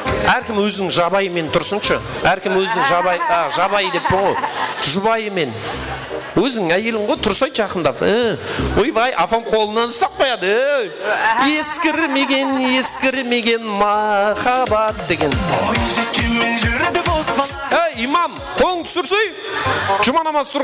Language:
Kara-Kalpak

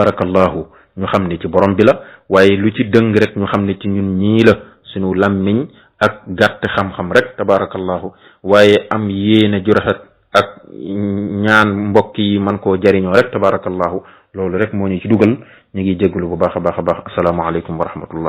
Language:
Wolof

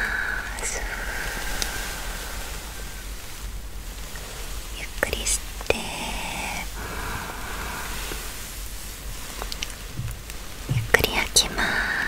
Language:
Japanese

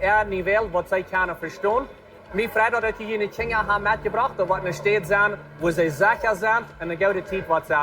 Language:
Plautdietsch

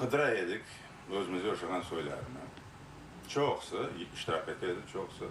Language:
Crimean Tatar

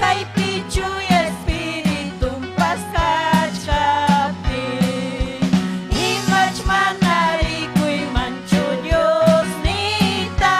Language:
Ayacucho Quechua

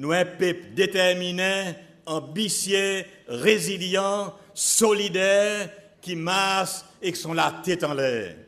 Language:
Seselwa Creole French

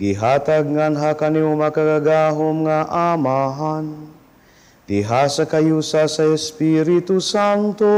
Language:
Cebuano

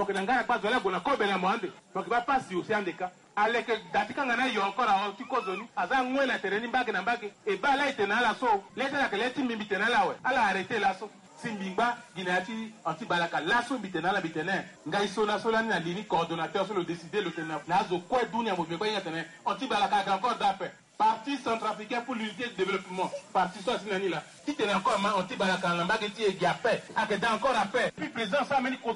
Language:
Sango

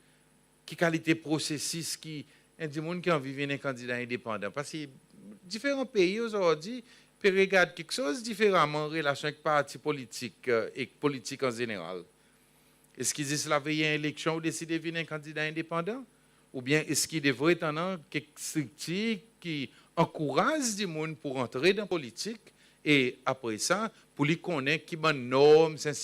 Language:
Seselwa Creole French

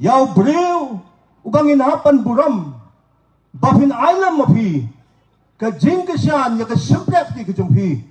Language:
Khasi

